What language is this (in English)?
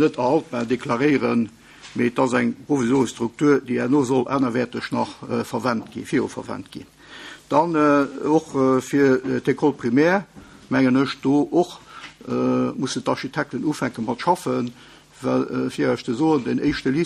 Luxembourgish